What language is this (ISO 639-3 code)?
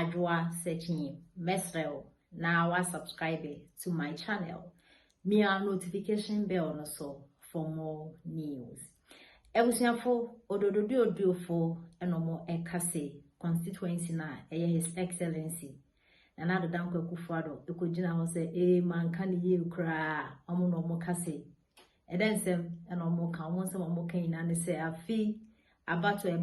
aka